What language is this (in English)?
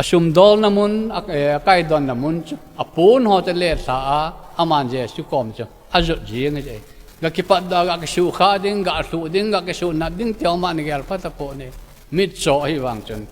Thado Chin